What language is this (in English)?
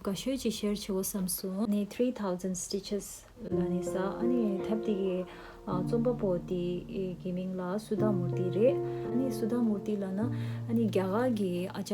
Tibetan